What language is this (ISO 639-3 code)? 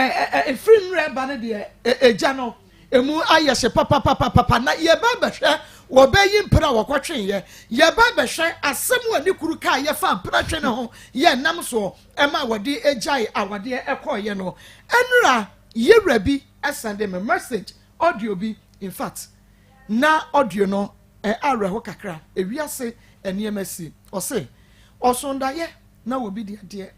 aka